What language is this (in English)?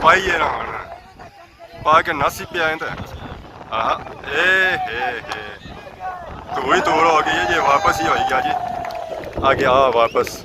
Pahari-Potwari